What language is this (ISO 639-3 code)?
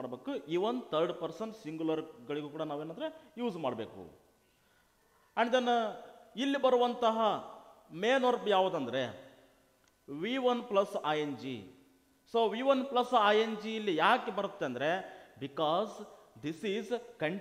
kan